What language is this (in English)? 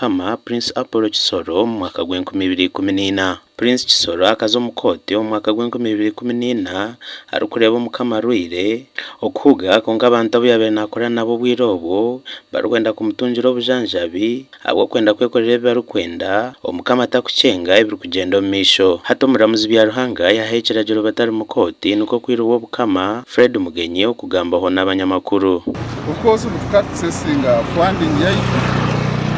Nyankole